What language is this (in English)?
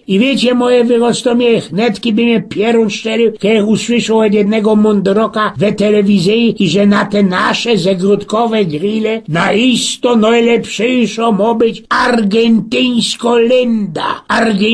Silesian